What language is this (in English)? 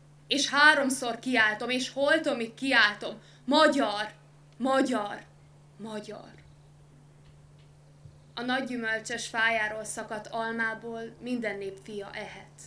Hungarian